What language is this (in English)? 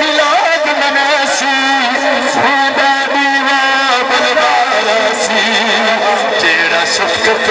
Saraiki